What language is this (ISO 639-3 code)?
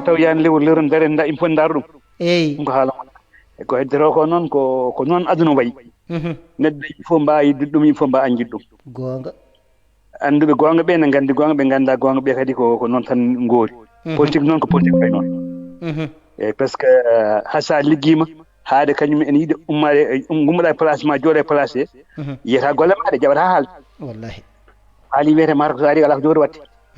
ful